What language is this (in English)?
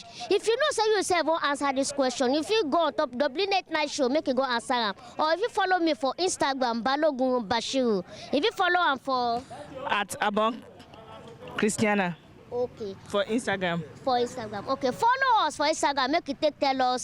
Nigerian Pidgin